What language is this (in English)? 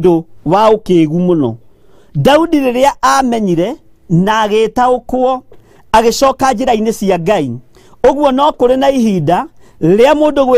Kikuyu